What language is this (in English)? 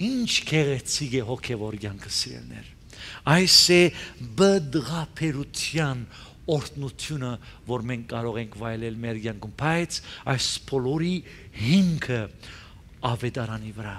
Armenian